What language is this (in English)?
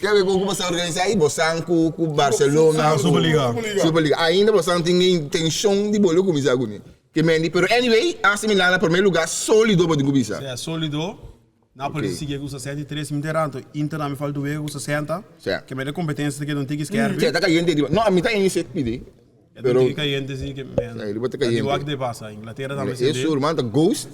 Papiamento